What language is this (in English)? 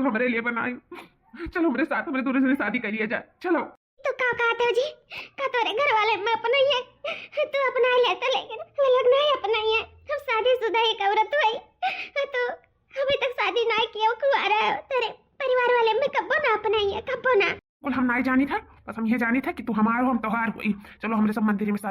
Awadhi